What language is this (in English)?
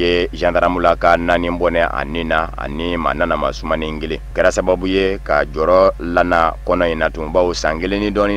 Bambara